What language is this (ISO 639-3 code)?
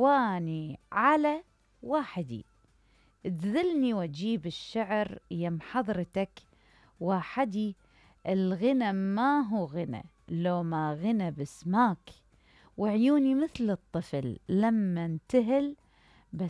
acm